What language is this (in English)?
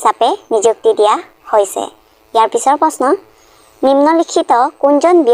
Assamese